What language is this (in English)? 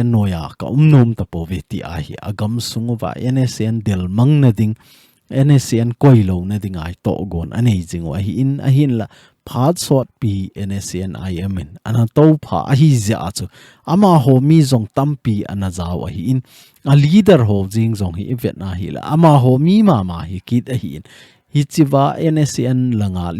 Thado Chin